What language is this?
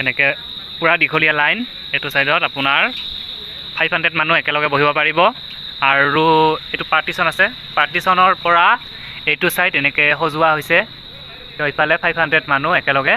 Assamese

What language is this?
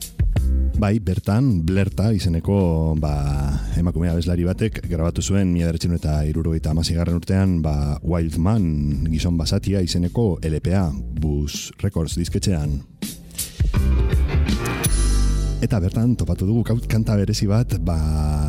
Basque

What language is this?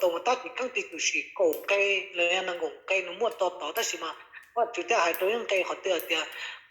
Hmong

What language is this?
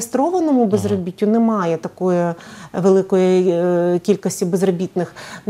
Ukrainian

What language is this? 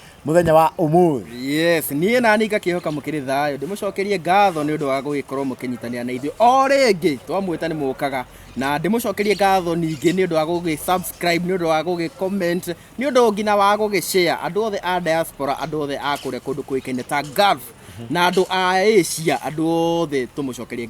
Kikuyu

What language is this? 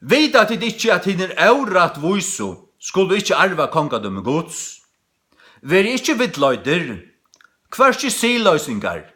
Faroese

